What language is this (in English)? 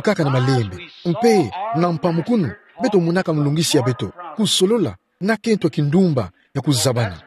Kituba (Democratic Republic of Congo)